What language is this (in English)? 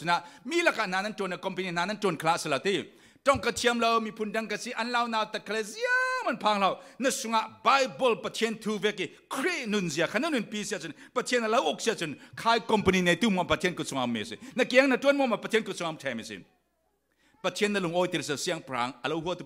Falam Chin